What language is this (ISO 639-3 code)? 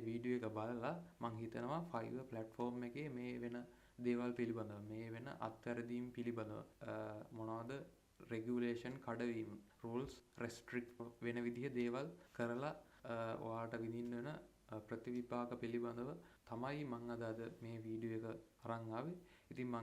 sin